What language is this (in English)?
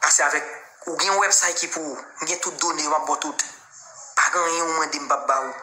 Haitian Creole